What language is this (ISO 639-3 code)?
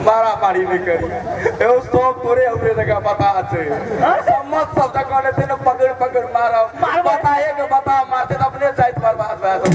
mai